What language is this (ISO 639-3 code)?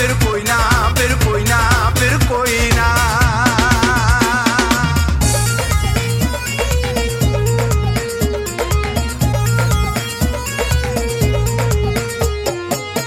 pan